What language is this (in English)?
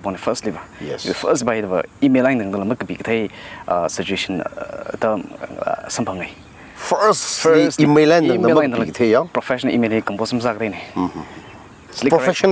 Tangkhul Naga (India)